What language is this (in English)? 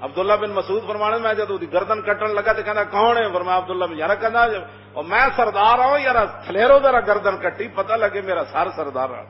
Western Panjabi